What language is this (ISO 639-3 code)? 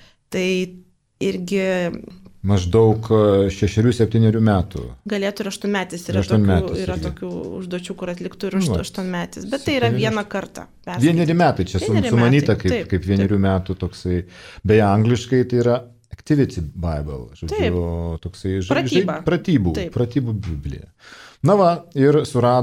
lit